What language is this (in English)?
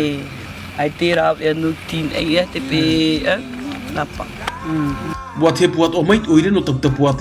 Tahitian